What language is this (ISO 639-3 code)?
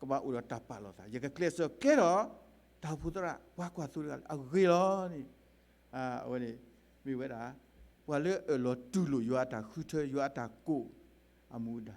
ksw